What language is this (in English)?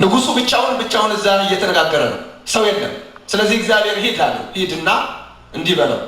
Amharic